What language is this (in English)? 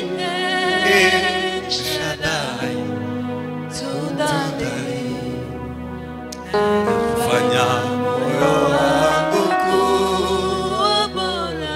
Kinyarwanda